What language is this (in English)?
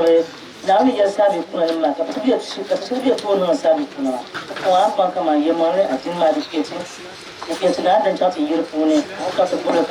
Dagbani